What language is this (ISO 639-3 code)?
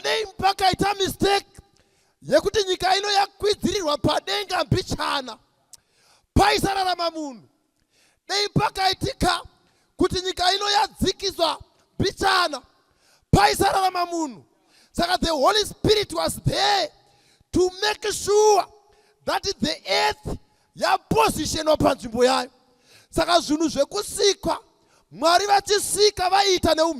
sna